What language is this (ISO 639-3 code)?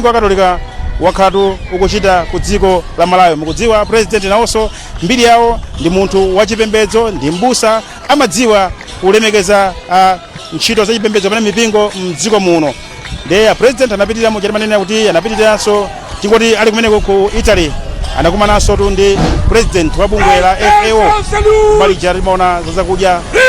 nya